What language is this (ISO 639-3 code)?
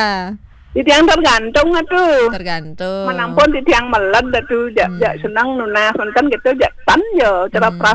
ban